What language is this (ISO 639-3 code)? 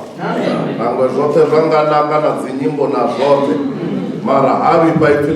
ven